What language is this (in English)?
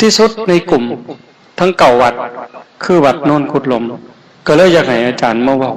Northeastern Thai